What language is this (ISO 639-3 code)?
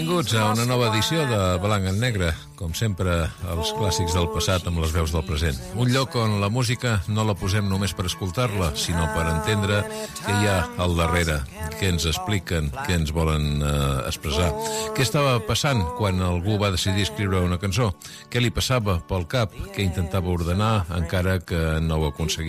cat